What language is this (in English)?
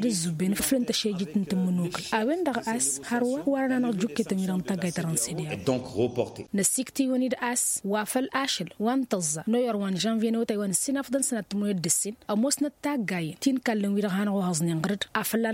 Tamasheq